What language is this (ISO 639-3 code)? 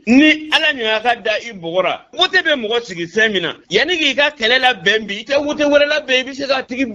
bam